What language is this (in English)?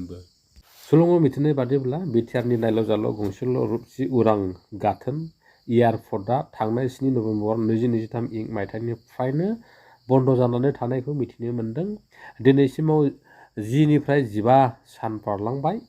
Bodo